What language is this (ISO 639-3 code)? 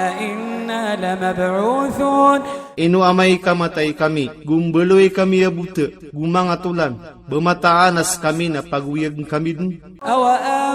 mrw